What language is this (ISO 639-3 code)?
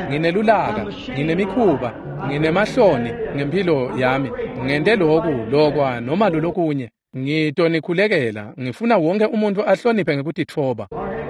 ssw